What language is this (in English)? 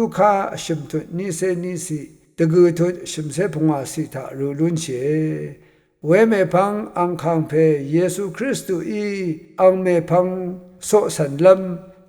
Rawang